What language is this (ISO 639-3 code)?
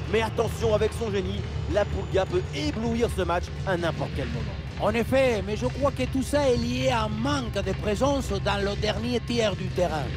fra